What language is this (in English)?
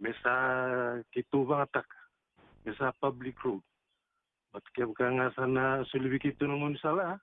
Fijian